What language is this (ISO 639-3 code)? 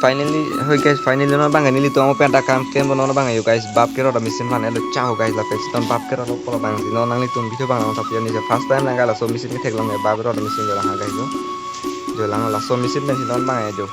mjw